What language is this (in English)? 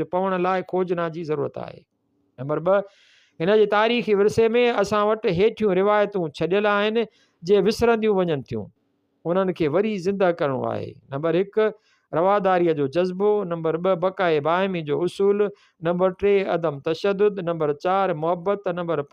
Sindhi